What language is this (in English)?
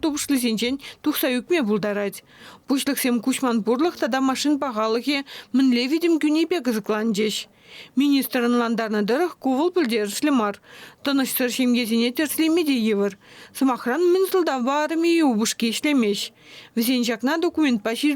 Chuvash